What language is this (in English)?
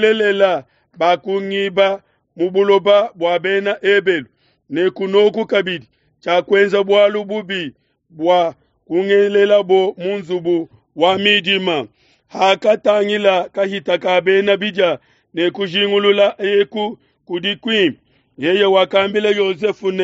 Luba-Lulua